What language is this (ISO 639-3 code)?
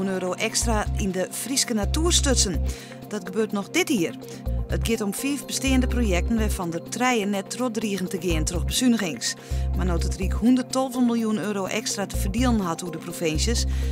fry